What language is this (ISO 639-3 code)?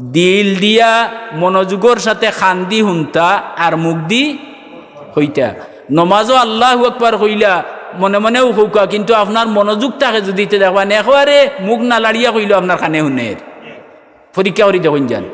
syl